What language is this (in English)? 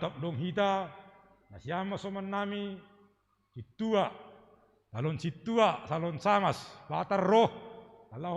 Batak Simalungun